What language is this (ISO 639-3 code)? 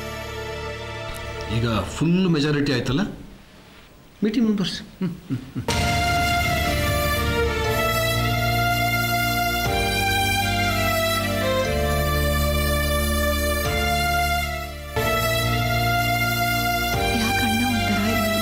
kan